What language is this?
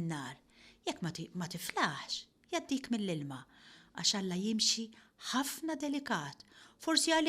Maltese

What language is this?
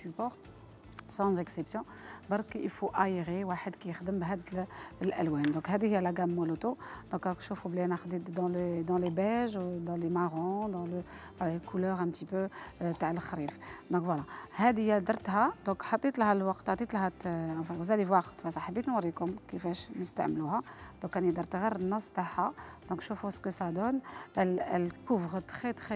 Algerian Arabic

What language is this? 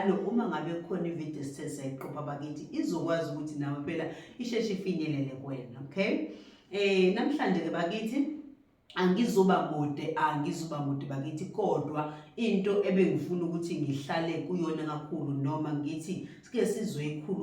Zulu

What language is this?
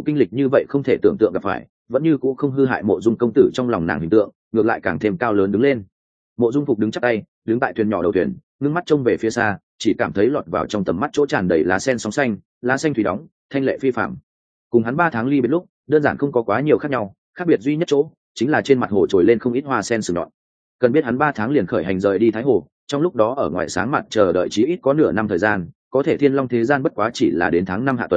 Vietnamese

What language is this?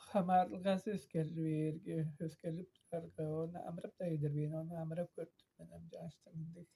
Tuvinian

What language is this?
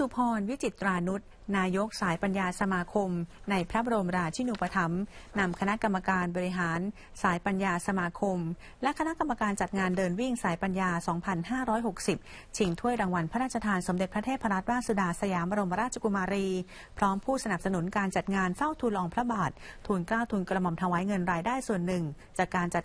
Thai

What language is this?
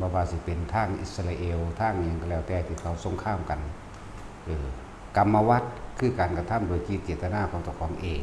Northeastern Thai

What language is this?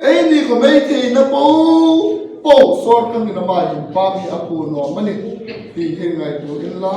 Hmar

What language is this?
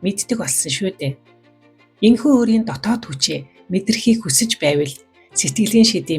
Mongolian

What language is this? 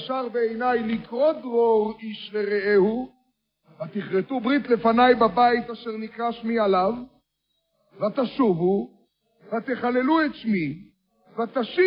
Hebrew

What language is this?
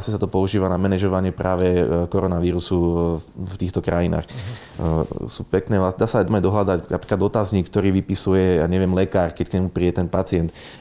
Slovak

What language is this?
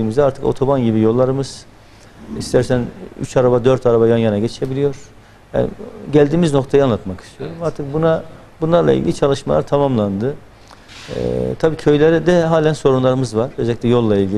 Turkish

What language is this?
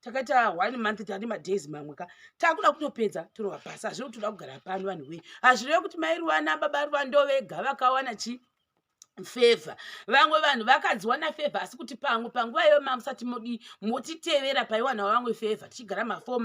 Shona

